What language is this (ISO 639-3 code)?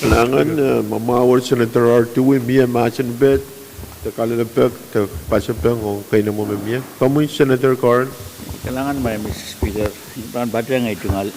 pon